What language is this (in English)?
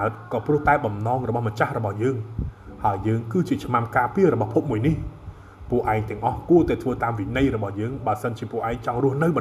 Khmer